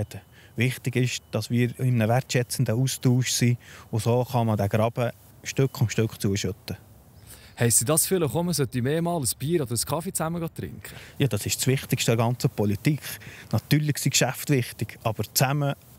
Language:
Swiss German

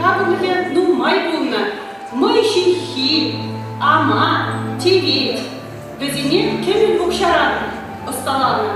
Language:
Chuvash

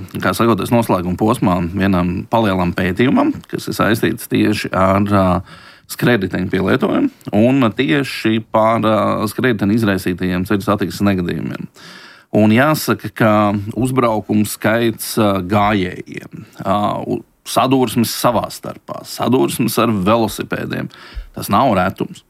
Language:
Latvian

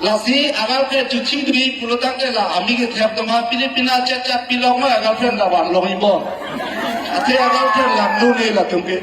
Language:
Karbi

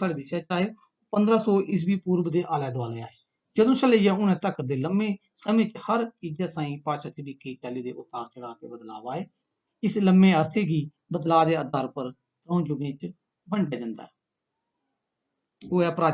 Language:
Dogri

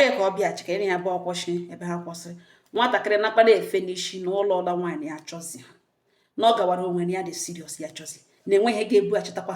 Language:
Igbo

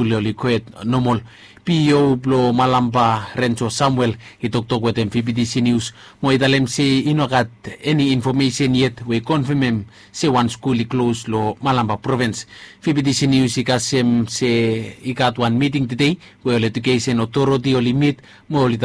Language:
Bislama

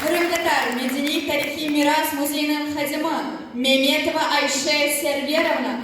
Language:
Crimean Tatar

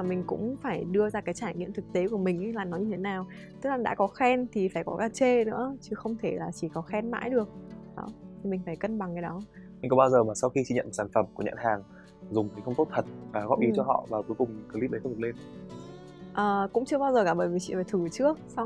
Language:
Vietnamese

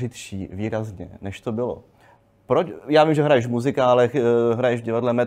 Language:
Czech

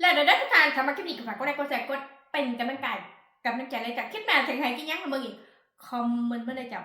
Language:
Northeastern Thai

